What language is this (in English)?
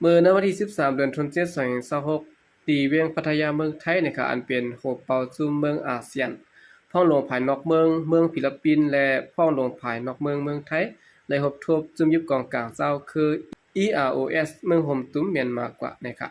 Shan